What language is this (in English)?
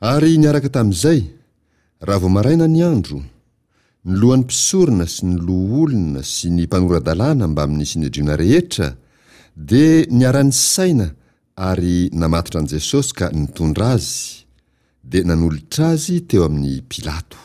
Malagasy